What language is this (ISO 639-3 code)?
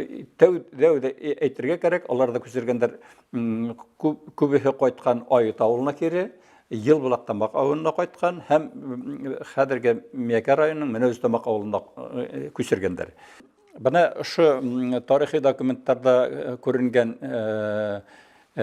bak